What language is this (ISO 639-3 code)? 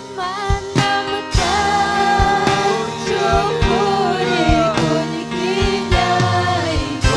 quy